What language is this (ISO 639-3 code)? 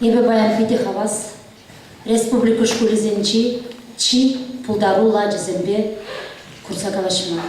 chv